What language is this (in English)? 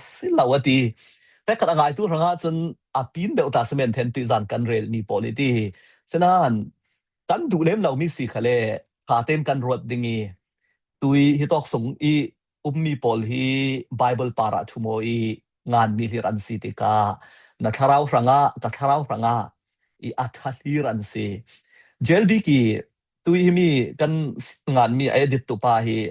Falam Chin